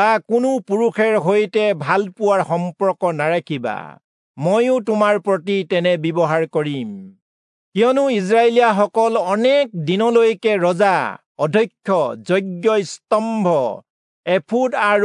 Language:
Assamese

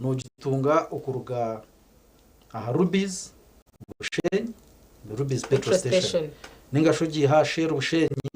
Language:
Nyankole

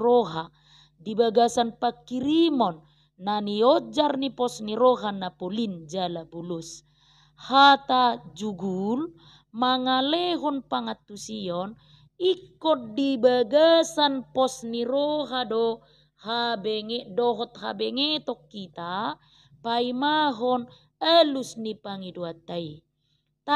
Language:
Batak Toba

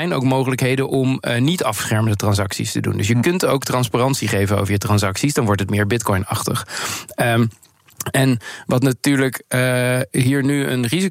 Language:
Dutch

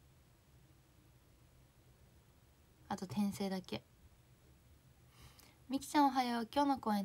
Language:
Japanese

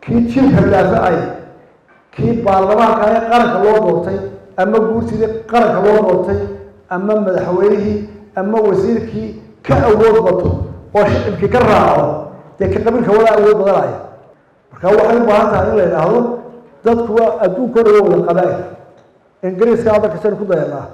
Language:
Somali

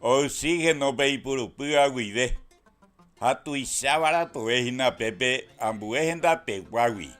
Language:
Guarani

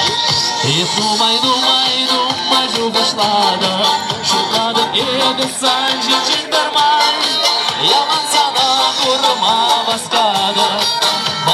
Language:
Chuvash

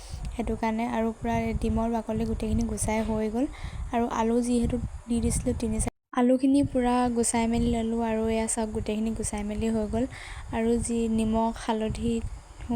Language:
Assamese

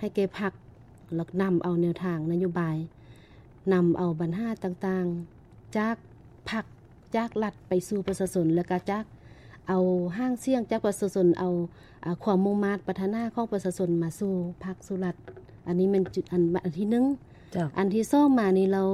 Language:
Lao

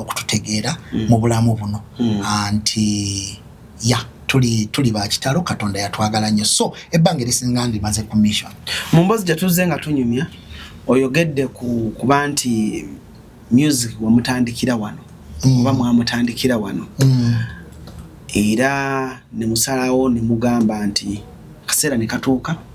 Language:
Ganda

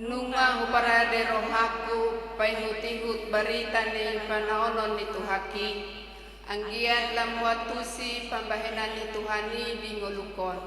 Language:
Batak Toba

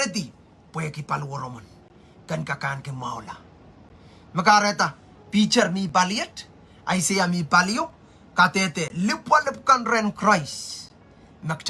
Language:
Pohnpeian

